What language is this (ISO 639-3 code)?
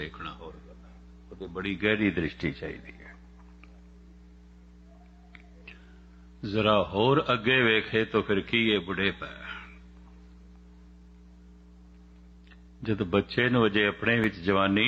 pan